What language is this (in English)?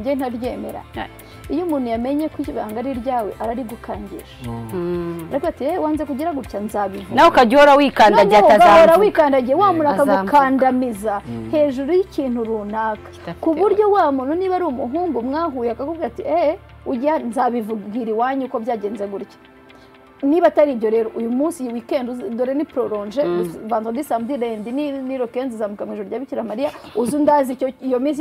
Kinyarwanda